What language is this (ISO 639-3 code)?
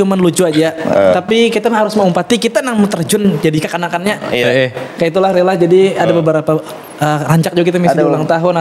bjn